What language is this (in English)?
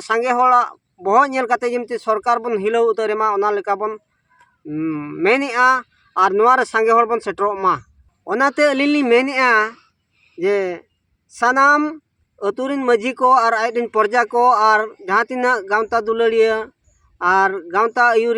Santali